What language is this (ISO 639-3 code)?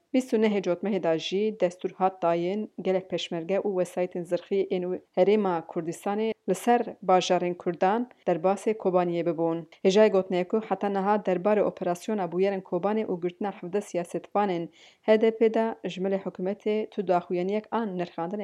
kur